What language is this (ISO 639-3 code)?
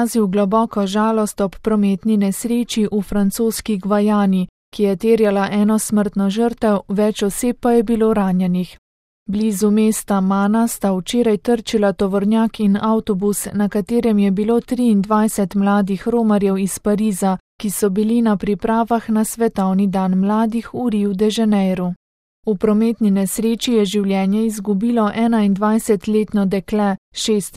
slv